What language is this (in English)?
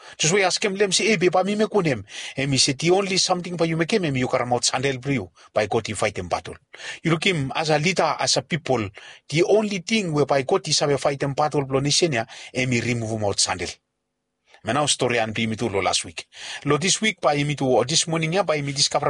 Bislama